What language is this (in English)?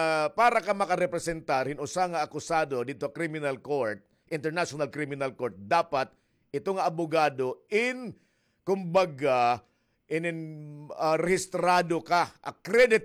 Waray